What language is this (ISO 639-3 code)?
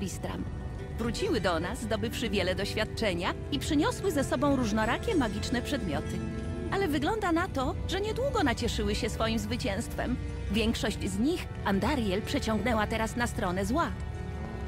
pol